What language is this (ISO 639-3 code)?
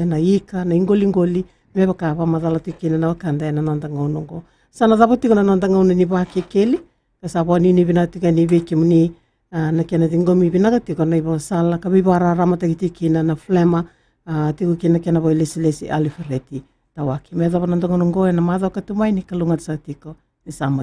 fij